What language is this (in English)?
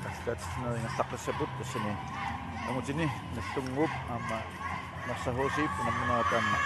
Kalaallisut